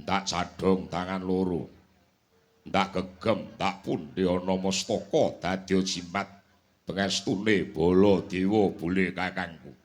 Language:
Javanese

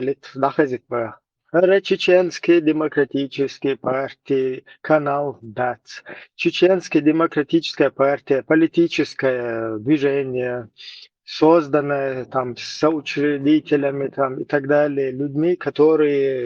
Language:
Chechen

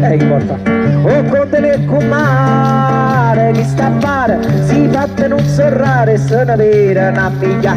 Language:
Neapolitan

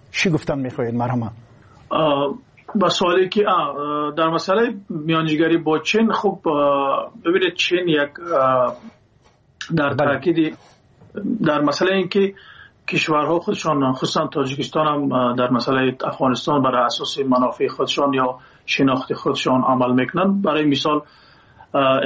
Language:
Persian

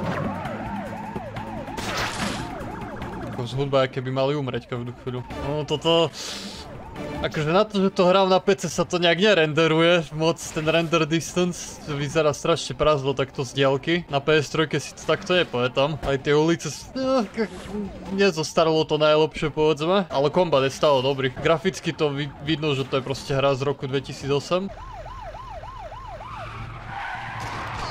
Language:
Slovak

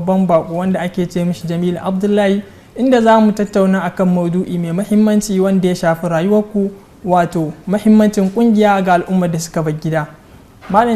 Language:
Hausa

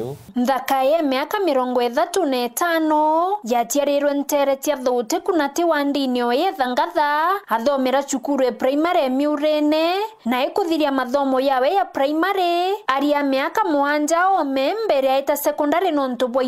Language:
Meru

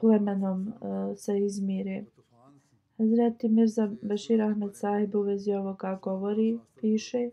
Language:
Bosnian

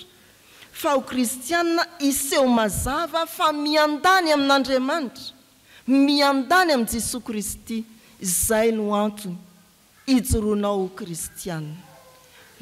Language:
Malagasy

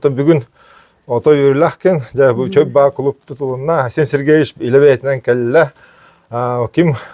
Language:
Yakut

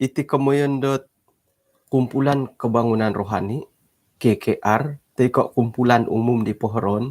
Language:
Central Dusun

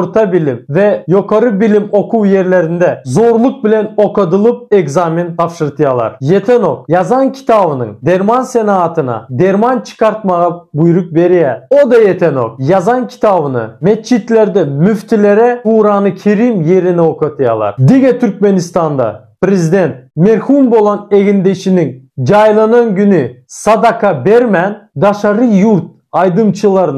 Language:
Turkmen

